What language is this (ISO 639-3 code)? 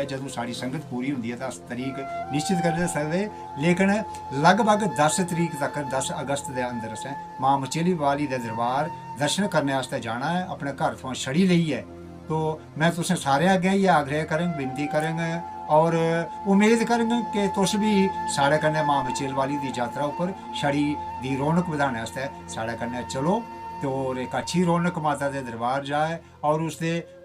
doi